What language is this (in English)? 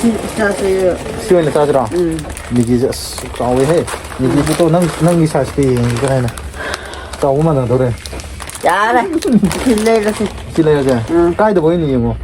Manipuri